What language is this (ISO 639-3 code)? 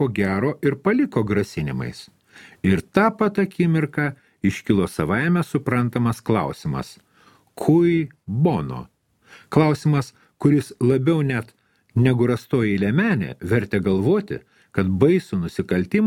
lit